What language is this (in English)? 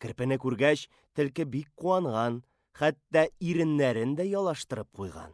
Tatar